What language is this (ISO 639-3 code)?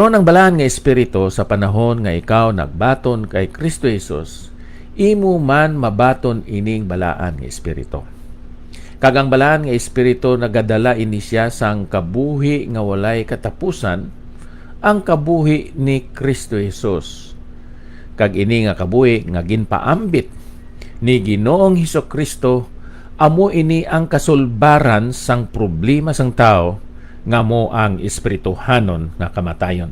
hil